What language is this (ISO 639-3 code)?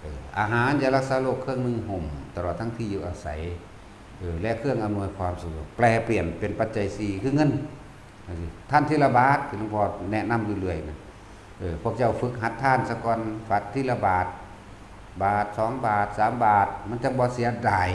tts